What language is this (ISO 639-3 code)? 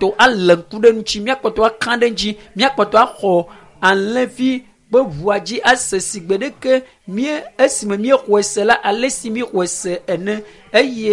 ewe